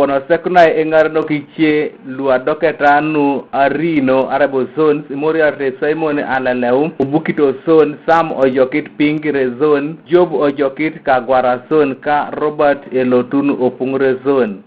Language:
Teso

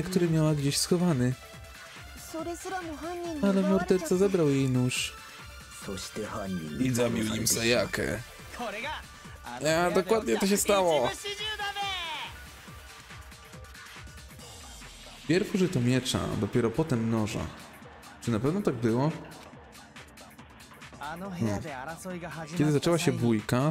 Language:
Polish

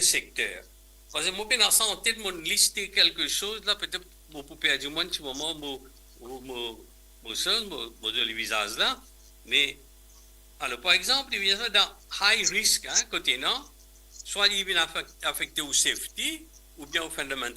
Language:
Morisyen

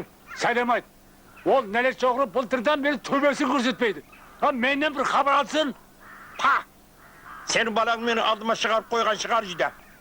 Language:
Kara-Kalpak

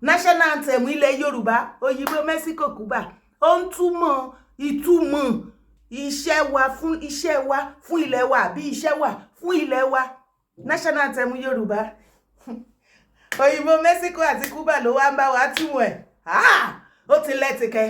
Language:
Yoruba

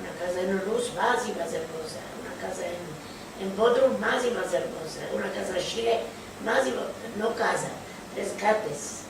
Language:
Ladino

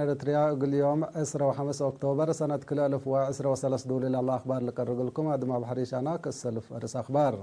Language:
Tigre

